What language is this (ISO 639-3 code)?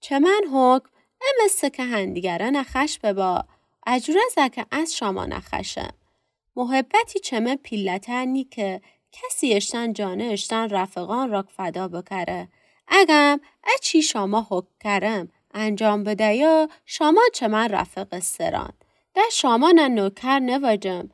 glk